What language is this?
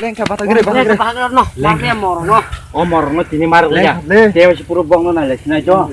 Kok Borok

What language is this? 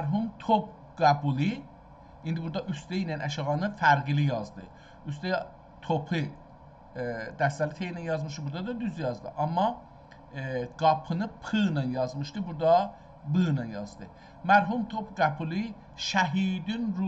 South Azerbaijani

